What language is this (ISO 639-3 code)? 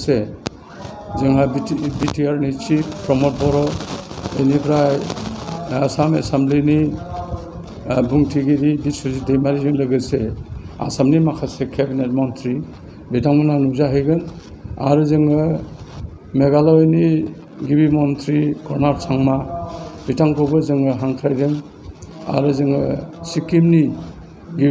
brx